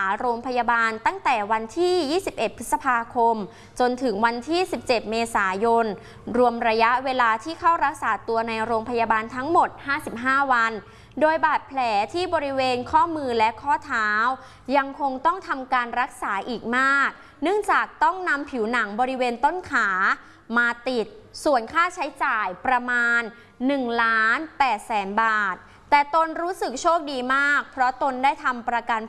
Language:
Thai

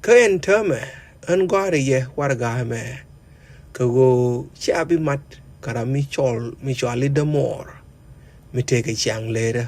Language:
Nuer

